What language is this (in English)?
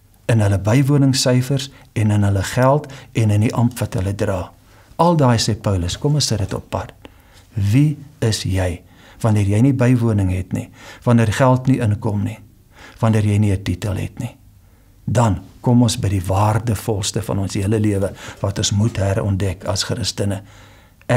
Afrikaans